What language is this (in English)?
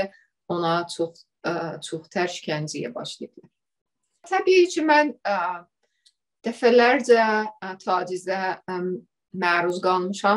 South Azerbaijani